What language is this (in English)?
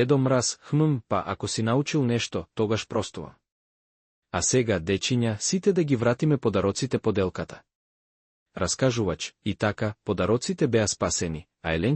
Macedonian